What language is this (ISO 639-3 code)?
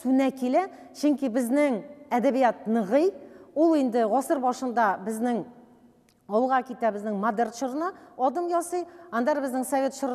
tat